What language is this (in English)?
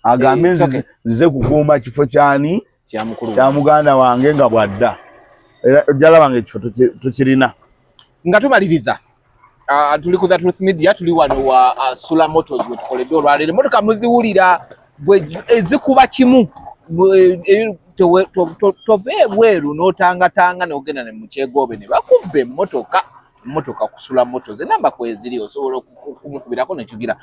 Ganda